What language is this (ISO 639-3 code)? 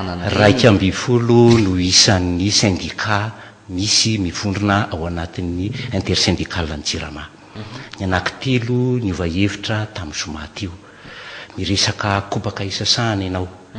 mlg